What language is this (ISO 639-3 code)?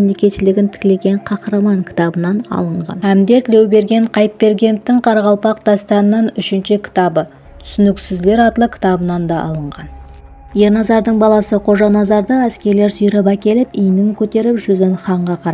kaa